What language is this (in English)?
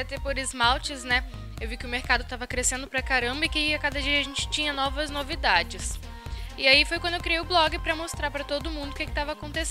Portuguese